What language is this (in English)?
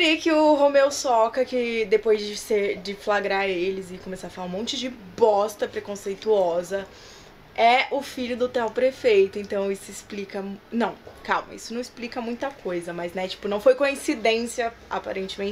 Portuguese